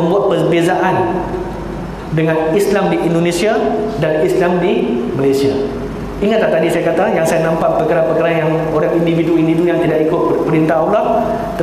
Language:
Malay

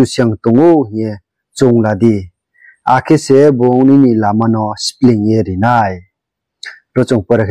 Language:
Riang (India)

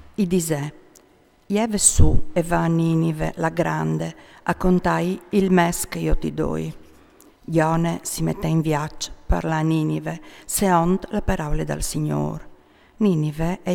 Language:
Friulian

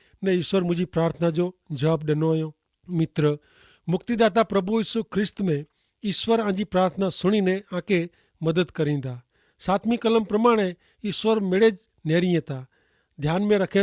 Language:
Kachhi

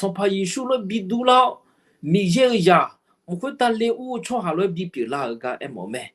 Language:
Akha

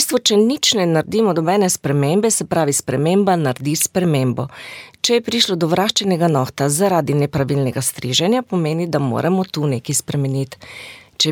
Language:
Slovenian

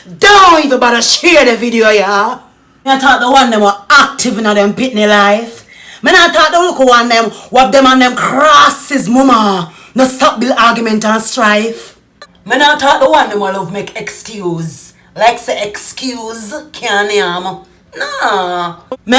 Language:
Jamaican Creole English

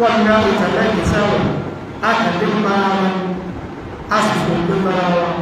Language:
Yoruba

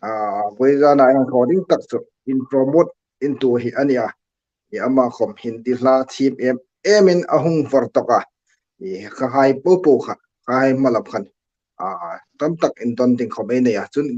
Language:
Hmar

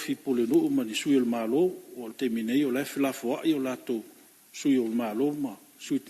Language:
Samoan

